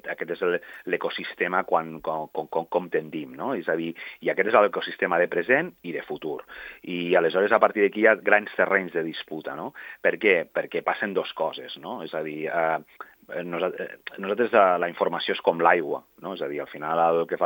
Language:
Catalan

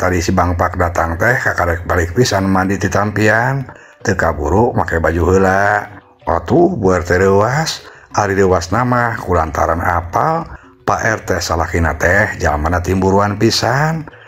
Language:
Sundanese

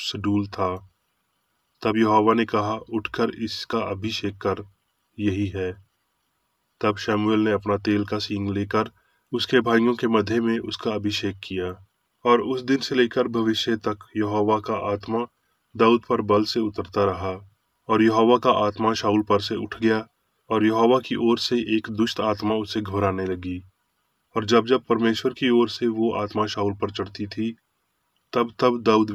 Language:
Hindi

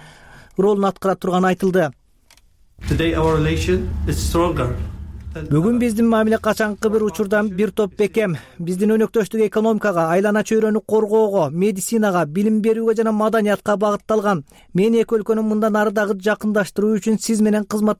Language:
Kyrgyz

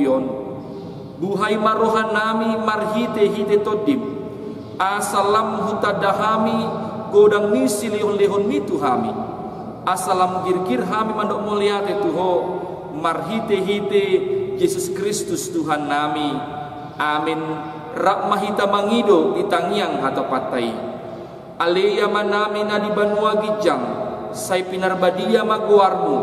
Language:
Batak Toba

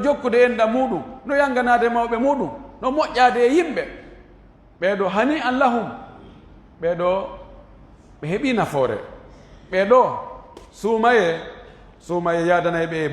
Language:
Fula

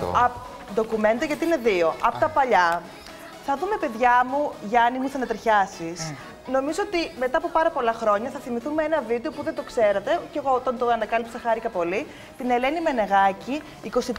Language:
Greek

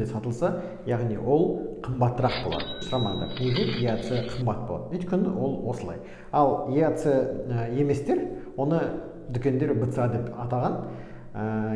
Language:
Kazakh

